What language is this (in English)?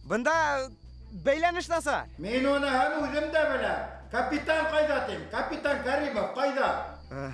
Bashkir